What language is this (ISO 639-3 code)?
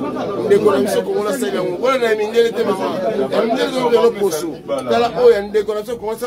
lin